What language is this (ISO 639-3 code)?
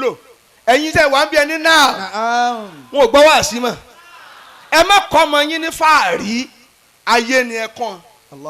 yor